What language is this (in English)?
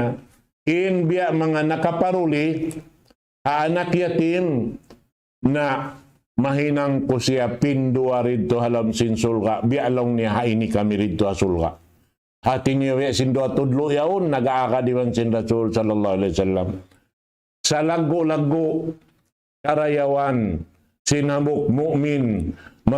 Tausug